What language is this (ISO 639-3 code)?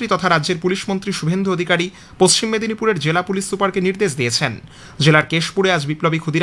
ben